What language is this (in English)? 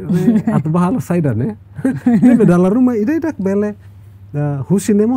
Tetum